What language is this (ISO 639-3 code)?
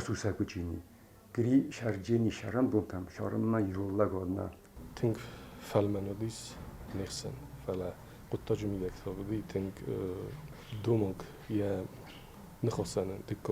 oss